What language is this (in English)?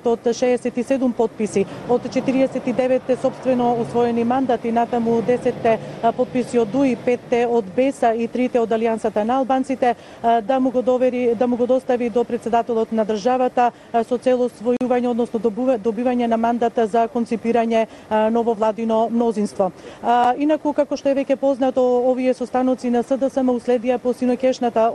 Macedonian